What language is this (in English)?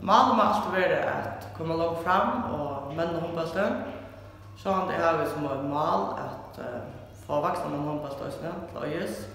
Faroese